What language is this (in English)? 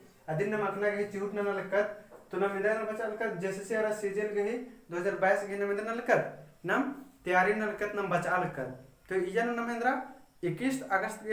Kurukh